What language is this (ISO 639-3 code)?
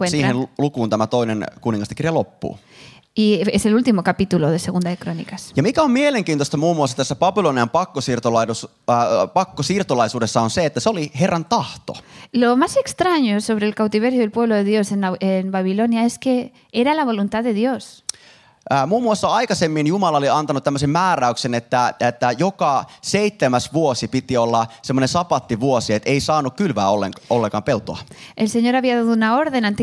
fin